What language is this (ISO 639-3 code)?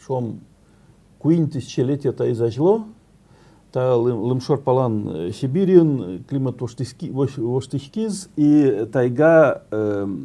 udm